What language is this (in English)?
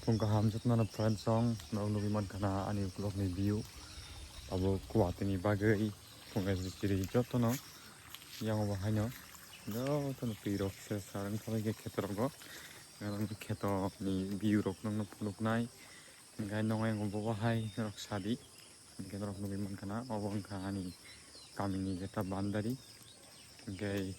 Kok Borok